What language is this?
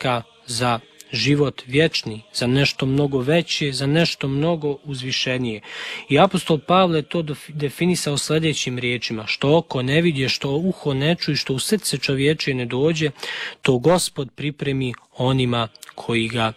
Serbian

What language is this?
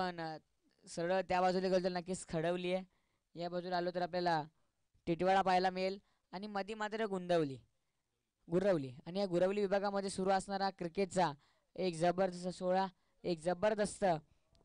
Marathi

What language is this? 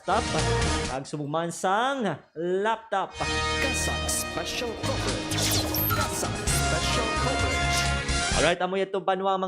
Hiligaynon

